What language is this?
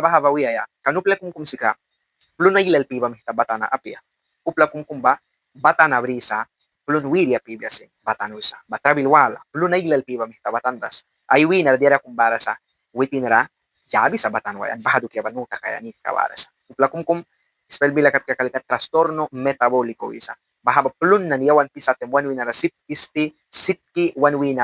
Mískito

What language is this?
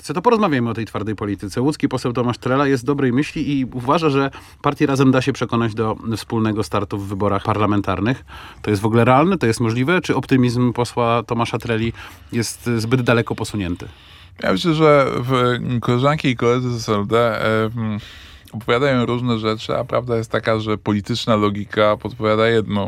Polish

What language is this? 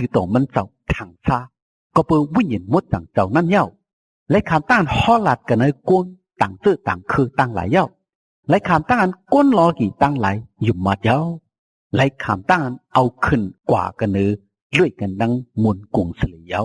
Shan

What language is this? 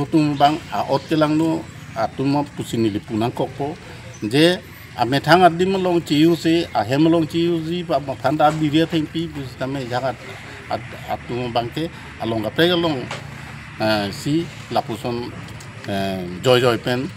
Karbi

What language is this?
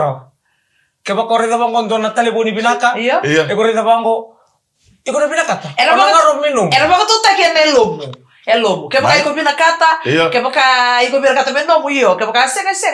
Fijian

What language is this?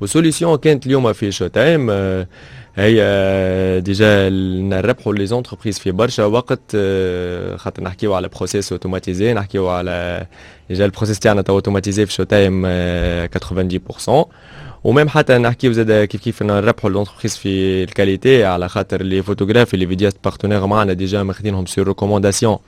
Tunisian Arabic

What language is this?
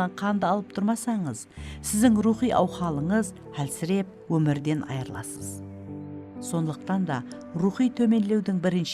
Kara-Kalpak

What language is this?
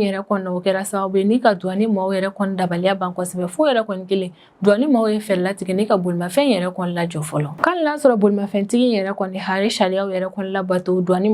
Bambara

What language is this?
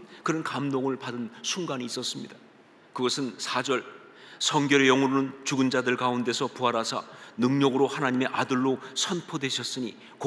Korean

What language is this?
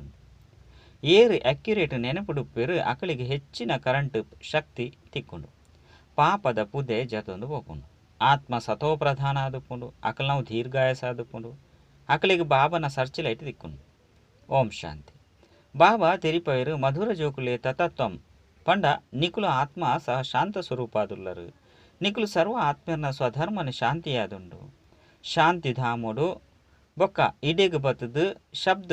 Tulu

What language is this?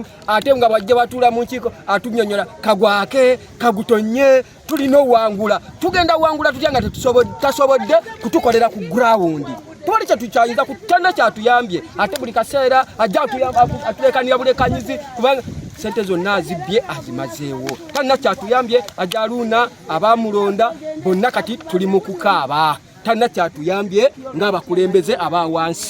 Ganda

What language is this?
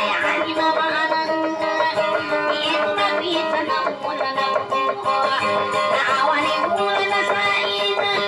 Indonesian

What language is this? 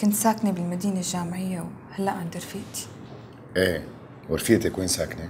North Levantine Arabic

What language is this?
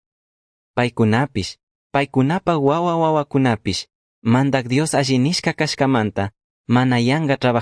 Chimborazo Highland Quichua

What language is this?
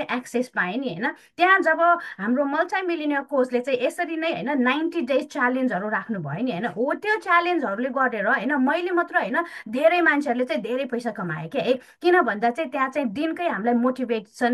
Nepali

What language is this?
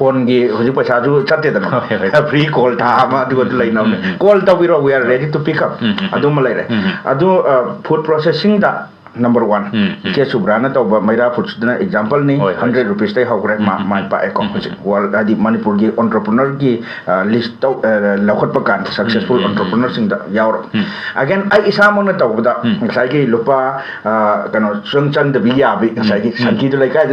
Manipuri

